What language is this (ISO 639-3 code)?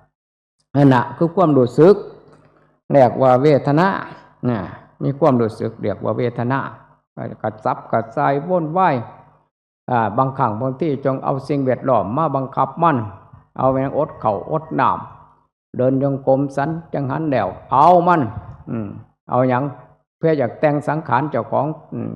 tts